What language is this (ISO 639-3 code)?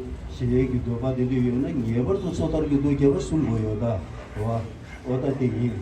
bod